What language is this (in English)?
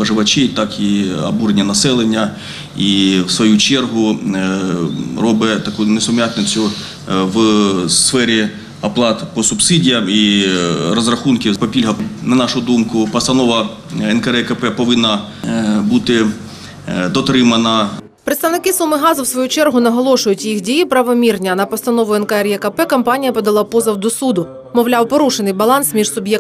Ukrainian